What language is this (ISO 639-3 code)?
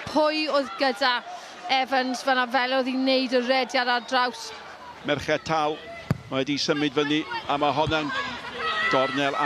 cym